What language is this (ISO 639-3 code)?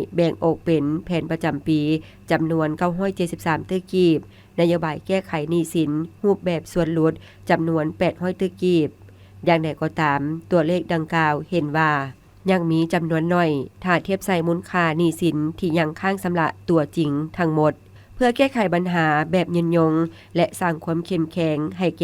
lao